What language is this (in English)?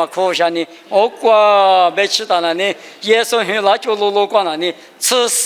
Lisu